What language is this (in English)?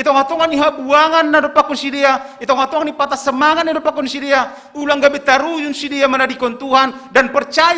Batak Simalungun